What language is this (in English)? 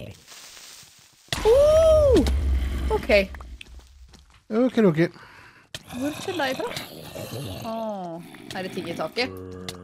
Norwegian